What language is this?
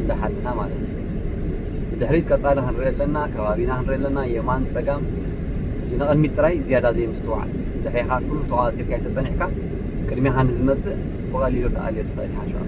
Tigrinya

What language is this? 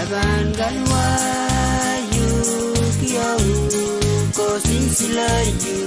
Pohnpeian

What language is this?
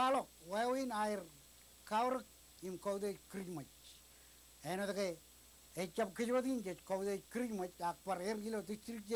Marshallese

